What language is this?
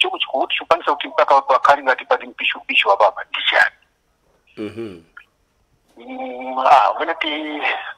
Nyanja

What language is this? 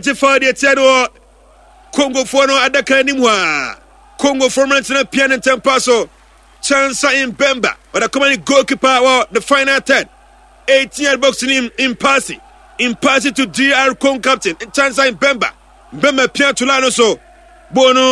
Akan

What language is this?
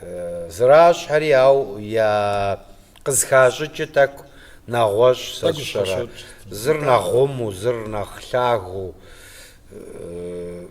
Kabardian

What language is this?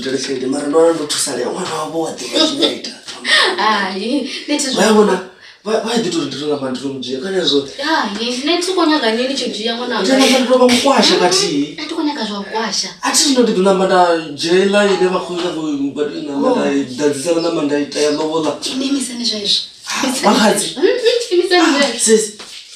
Venda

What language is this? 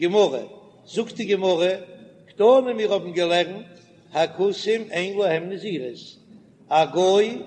Yiddish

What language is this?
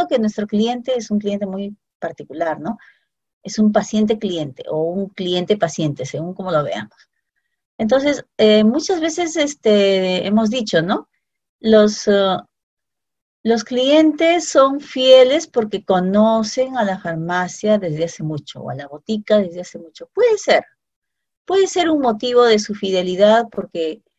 Spanish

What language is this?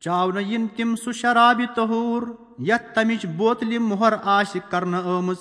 Kashmiri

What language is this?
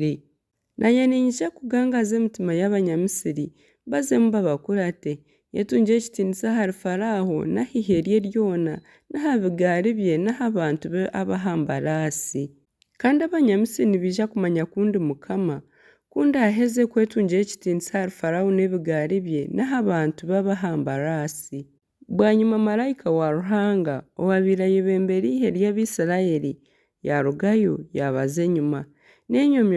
Nyankole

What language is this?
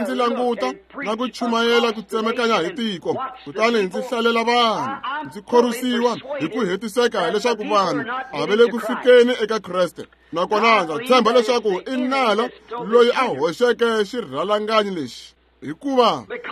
Tsonga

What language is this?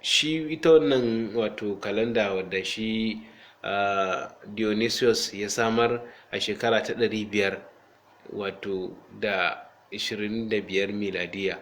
Hausa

